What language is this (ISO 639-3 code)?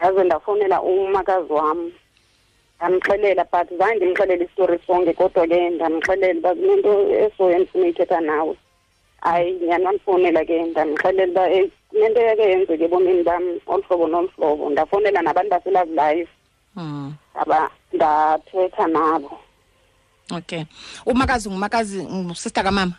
xho